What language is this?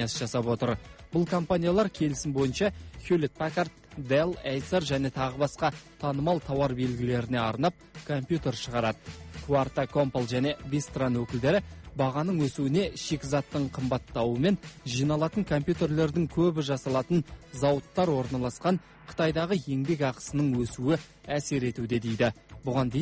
Kazakh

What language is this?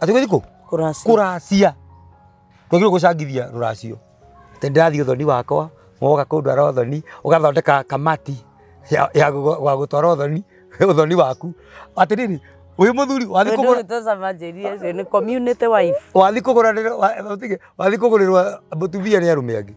Kikuyu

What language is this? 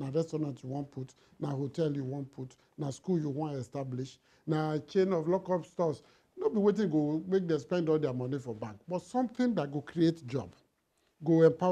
Nigerian Pidgin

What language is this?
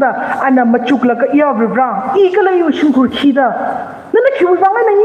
Tangkhul Naga (India)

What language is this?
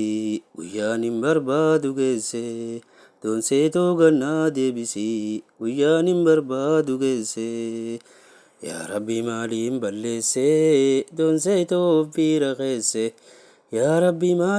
Oromo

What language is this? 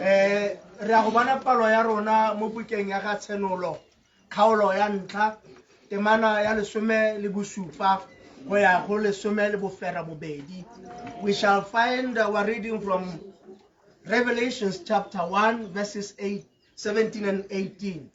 Tswana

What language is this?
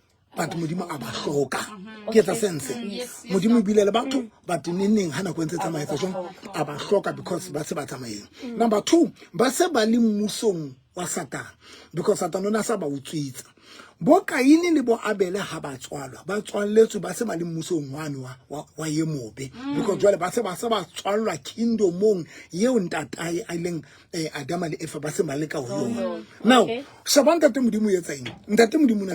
Southern Sotho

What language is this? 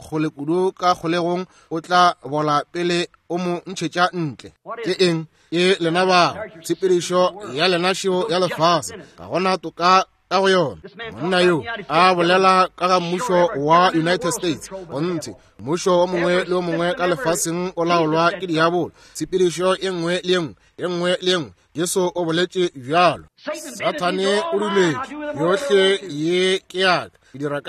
Northern Sotho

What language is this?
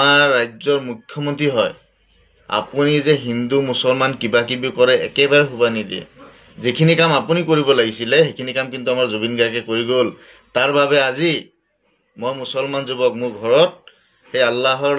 Assamese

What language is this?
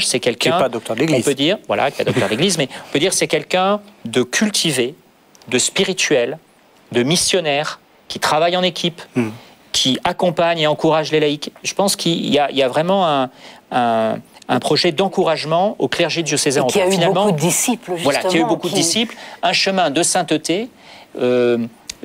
French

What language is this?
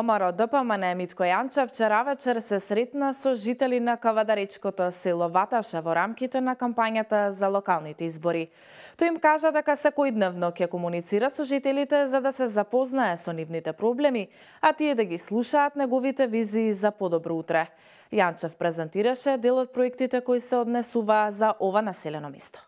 Macedonian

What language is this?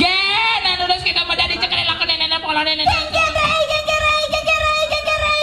Balinese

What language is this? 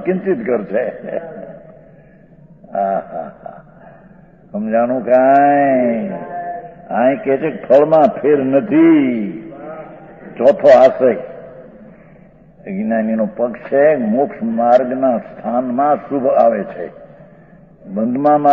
Gujarati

